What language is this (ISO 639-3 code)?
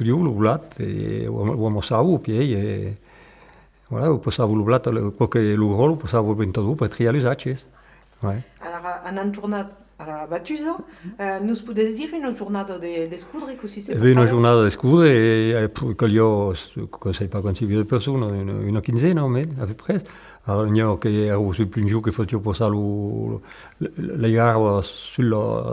oci